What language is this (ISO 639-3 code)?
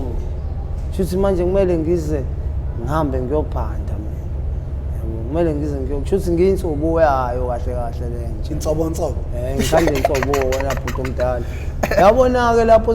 zul